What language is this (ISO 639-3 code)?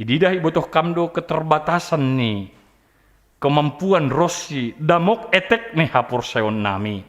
bts